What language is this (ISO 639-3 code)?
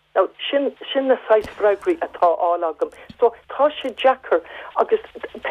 gle